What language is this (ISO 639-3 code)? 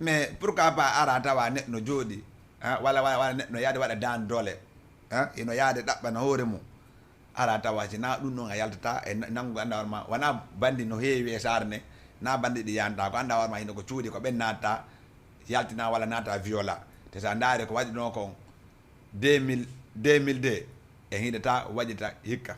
ful